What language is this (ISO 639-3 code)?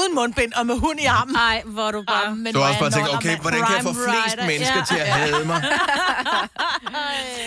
dan